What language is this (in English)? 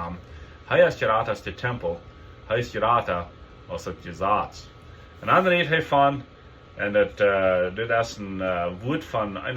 Plautdietsch